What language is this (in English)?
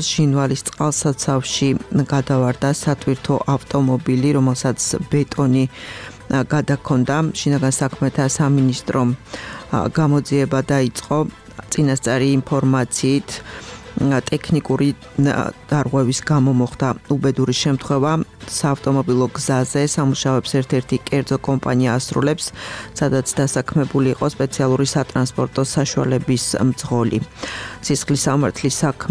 Georgian